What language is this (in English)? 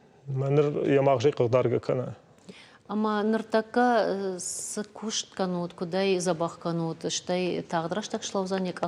Ossetic